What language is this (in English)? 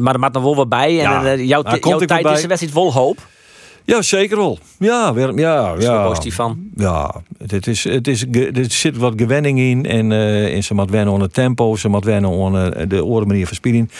Western Frisian